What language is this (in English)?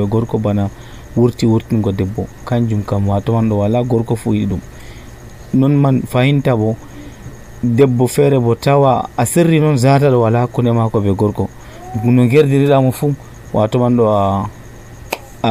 Nigerian Fulfulde